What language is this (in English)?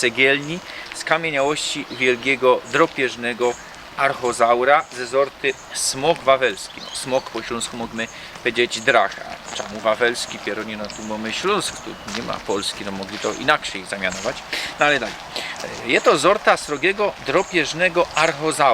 Silesian